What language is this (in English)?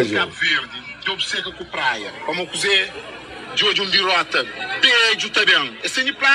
Kabuverdianu